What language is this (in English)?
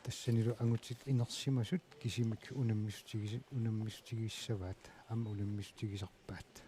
Kalaallisut